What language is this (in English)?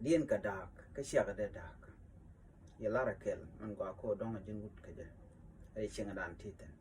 Nuer